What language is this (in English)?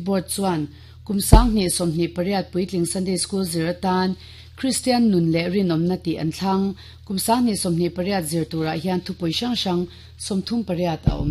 Mizo